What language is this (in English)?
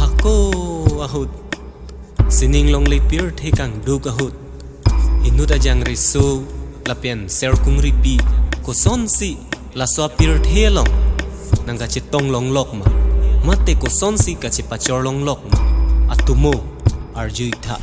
Karbi